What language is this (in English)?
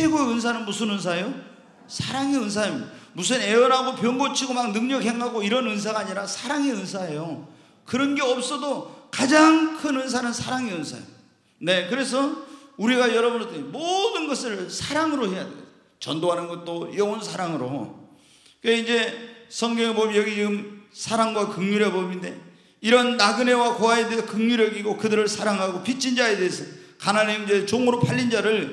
Korean